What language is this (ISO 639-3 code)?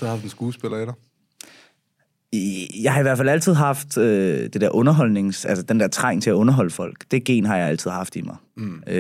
dan